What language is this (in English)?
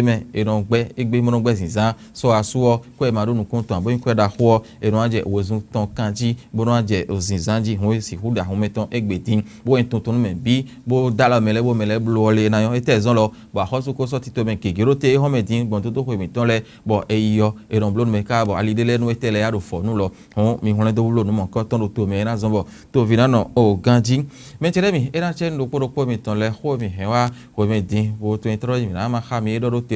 Fon